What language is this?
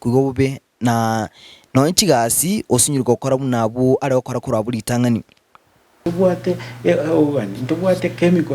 Gusii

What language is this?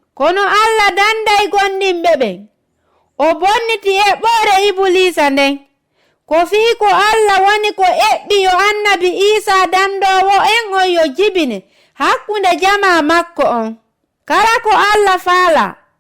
Fula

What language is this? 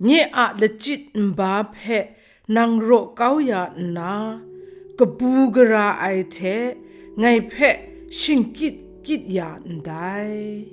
Kachin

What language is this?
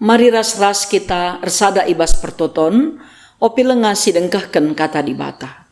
Batak Karo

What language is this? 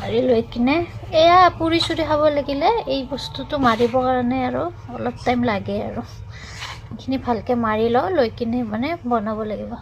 Assamese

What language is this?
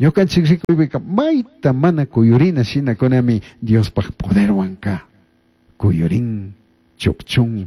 Chimborazo Highland Quichua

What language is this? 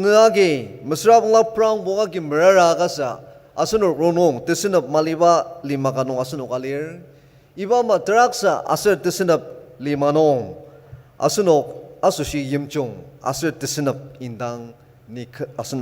Ao Naga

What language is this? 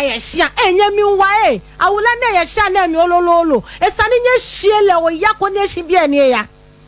Akan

